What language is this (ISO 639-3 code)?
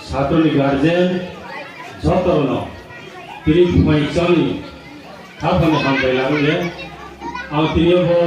ria